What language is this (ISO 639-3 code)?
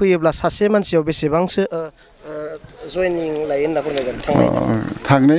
brx